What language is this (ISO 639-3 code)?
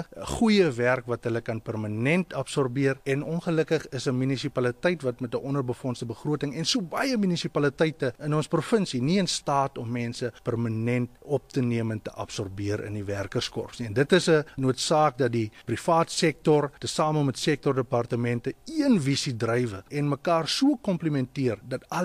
afr